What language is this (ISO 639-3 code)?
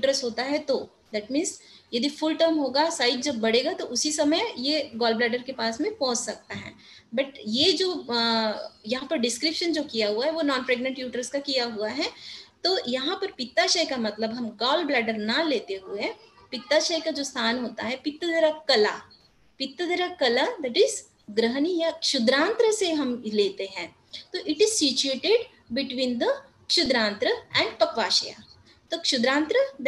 hin